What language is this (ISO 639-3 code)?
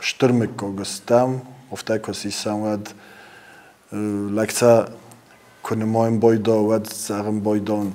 oss